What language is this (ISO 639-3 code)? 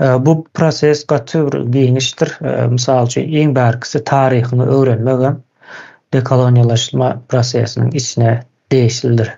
tuk